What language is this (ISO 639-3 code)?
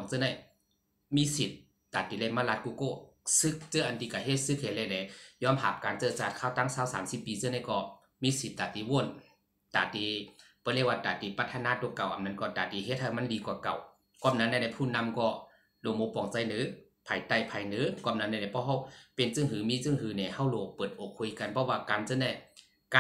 shn